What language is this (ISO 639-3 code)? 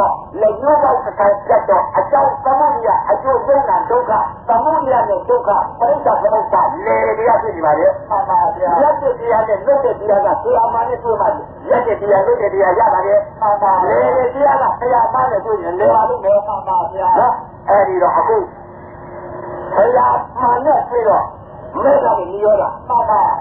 mya